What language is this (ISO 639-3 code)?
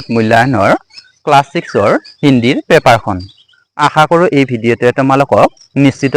asm